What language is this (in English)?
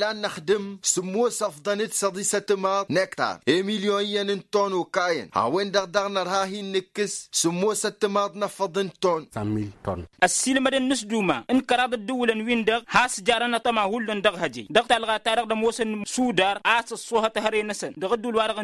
Tamasheq